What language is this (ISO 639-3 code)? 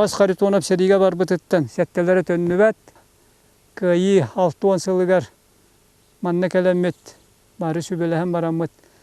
sah